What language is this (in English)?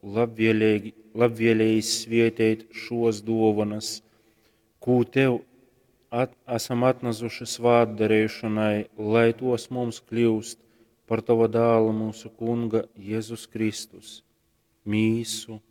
Latgalian